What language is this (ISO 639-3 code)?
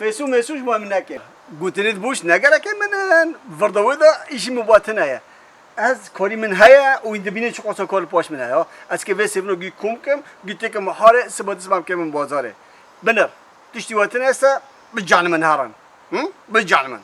kur